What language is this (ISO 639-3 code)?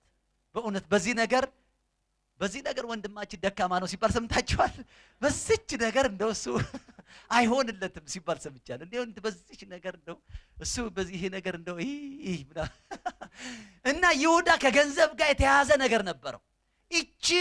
amh